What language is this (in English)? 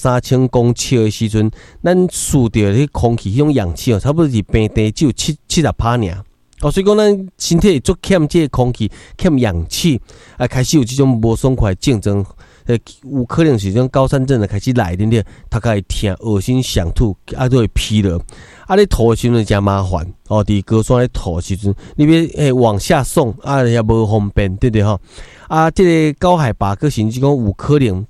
Min Nan Chinese